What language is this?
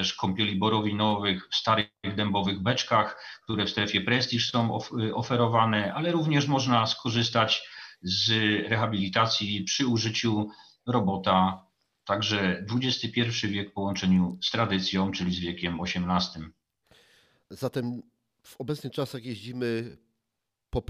Polish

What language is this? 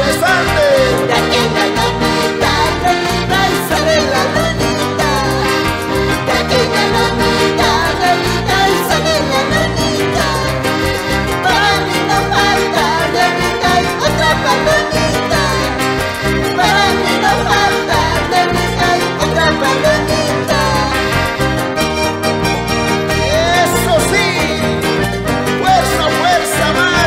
Spanish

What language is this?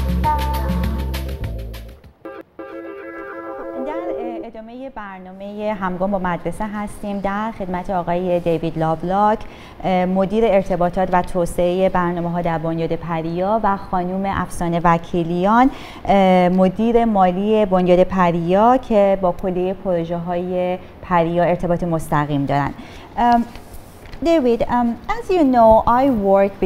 Persian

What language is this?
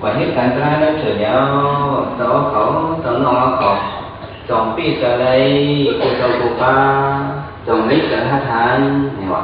Shan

